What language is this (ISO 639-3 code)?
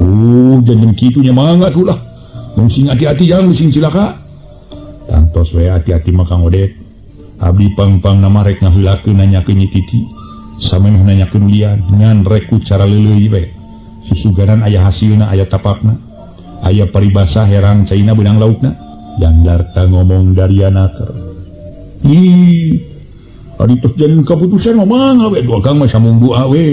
sun